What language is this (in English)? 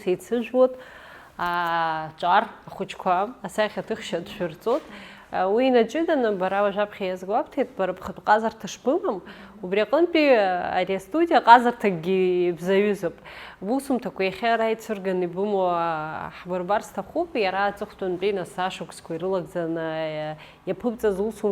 Abkhazian